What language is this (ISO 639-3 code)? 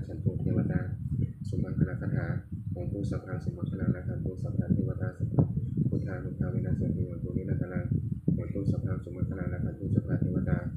pli